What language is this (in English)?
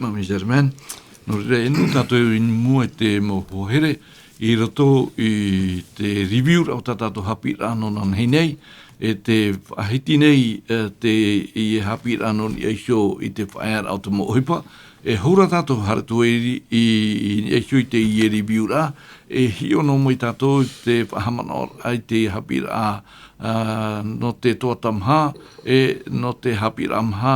Tahitian